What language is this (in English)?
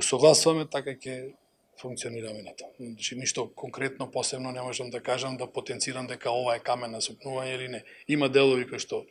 Macedonian